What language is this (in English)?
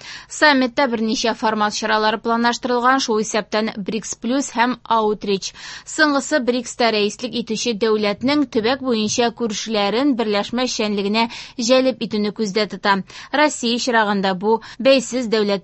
Tatar